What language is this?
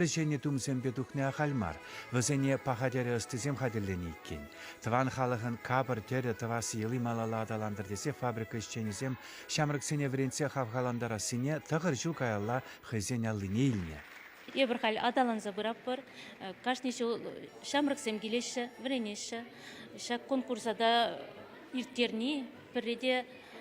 Chuvash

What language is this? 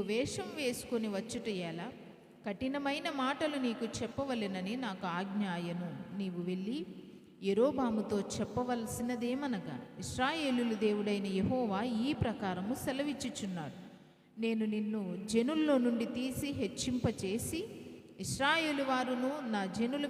Koya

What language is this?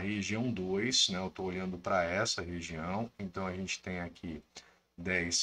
Portuguese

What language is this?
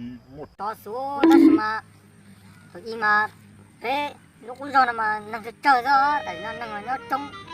Hmong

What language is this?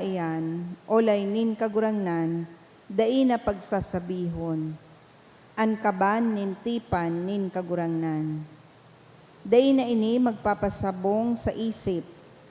Bikol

